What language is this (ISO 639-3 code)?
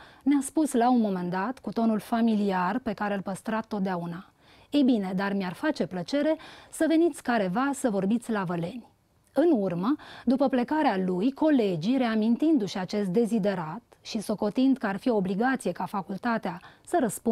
ron